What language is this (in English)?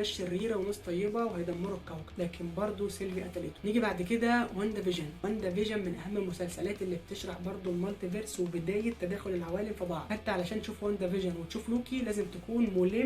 Egyptian Arabic